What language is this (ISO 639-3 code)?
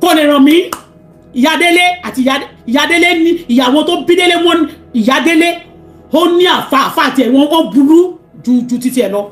yor